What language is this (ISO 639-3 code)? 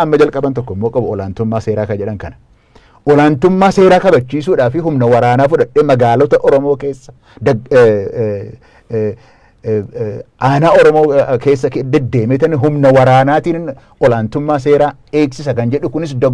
orm